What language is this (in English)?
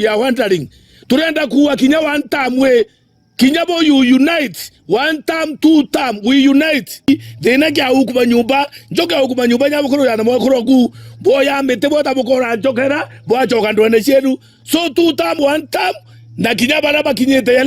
Meru